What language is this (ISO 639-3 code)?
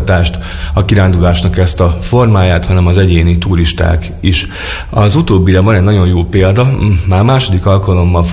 hun